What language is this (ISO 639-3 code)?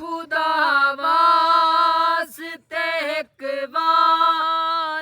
skr